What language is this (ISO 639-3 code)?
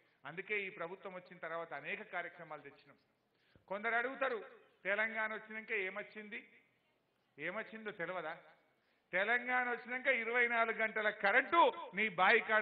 tel